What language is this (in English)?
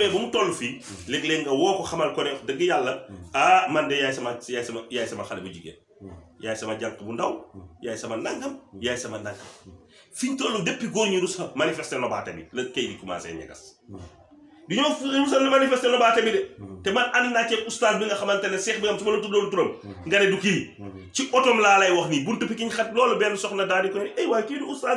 Wolof